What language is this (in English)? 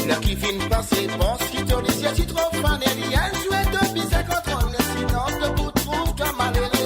Morisyen